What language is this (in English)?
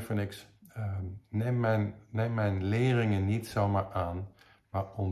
Dutch